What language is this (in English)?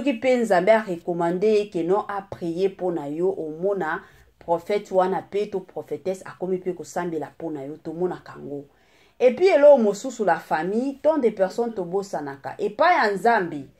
Lingala